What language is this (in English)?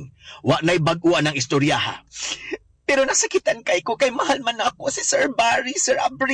Cebuano